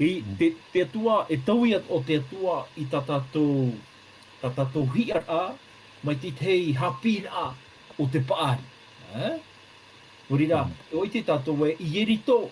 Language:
Tahitian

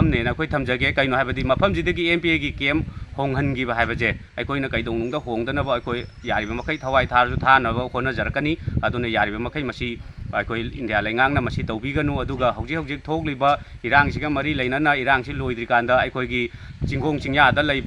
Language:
Manipuri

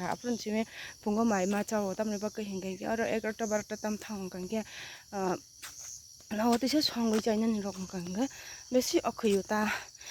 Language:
Kok Borok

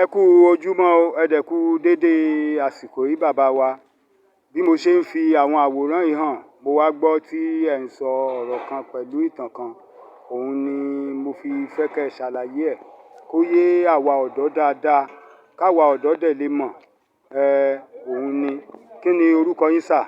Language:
Yoruba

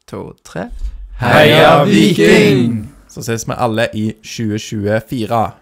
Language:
Norwegian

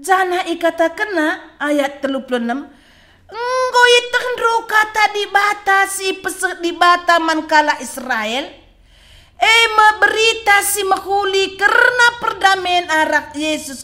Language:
Batak Karo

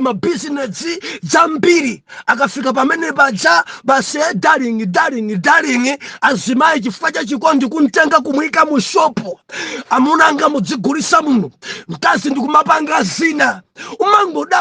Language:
Nyanja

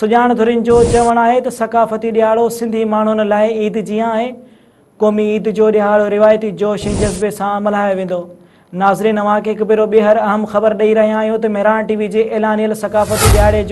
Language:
Sindhi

